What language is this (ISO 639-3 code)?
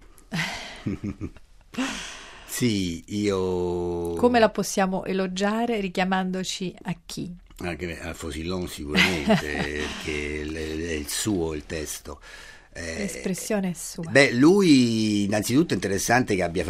ita